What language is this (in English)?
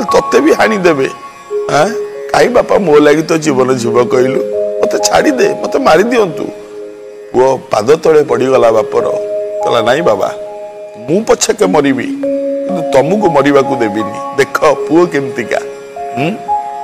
Odia